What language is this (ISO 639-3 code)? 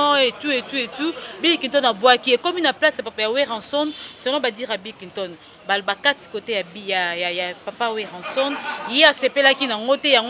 lin